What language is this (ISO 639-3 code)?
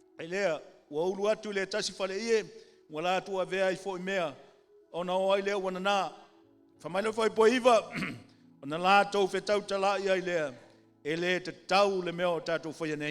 smo